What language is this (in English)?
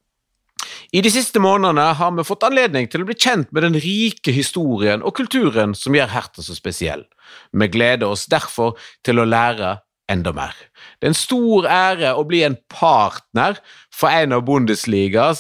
Norwegian